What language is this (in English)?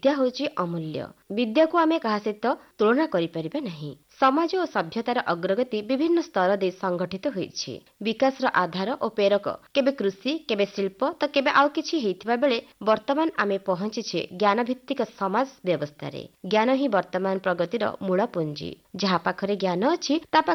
Odia